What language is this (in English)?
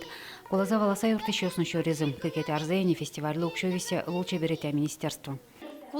Udmurt